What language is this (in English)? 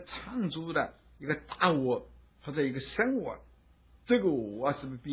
Chinese